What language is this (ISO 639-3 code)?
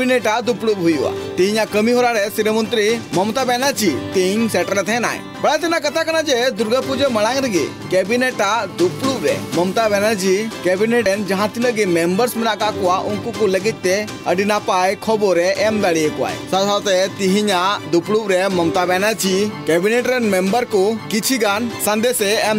sat